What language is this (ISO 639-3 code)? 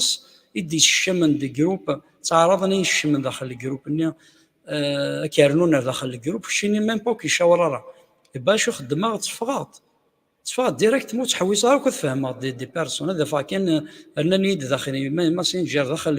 kab